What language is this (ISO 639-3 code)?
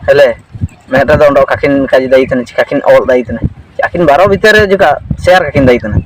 hoc